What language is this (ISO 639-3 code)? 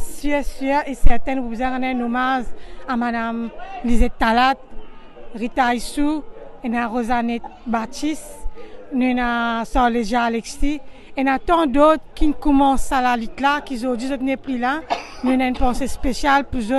mfe